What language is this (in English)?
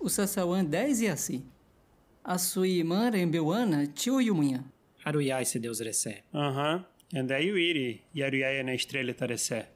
Nheengatu